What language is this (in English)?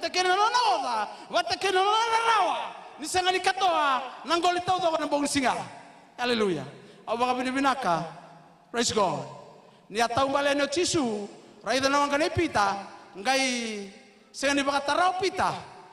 Fijian